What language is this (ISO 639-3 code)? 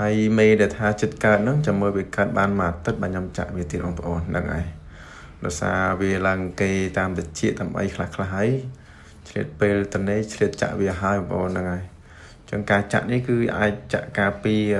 khm